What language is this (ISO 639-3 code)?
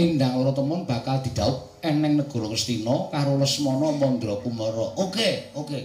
jav